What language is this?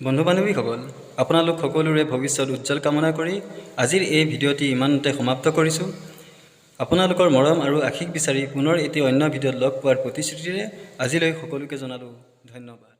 Assamese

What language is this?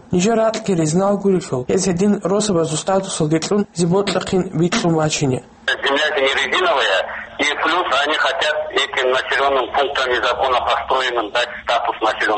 Avaric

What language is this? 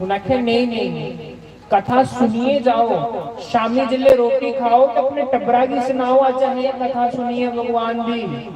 Dogri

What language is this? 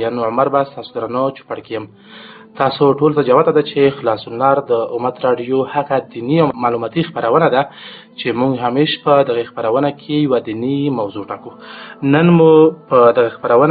Pashto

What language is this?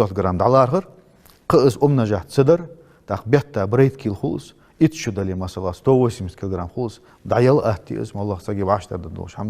Ingush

